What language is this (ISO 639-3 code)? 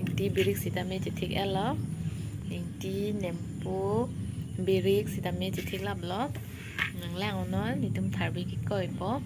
mjw